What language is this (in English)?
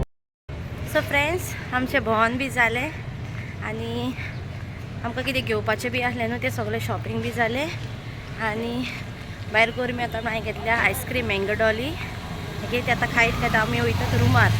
Konkani